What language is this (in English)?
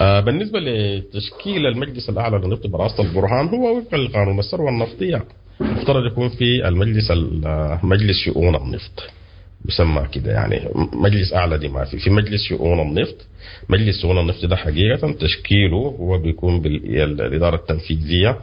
Sudanese Arabic